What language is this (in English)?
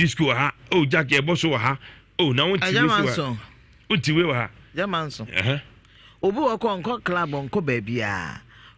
Akan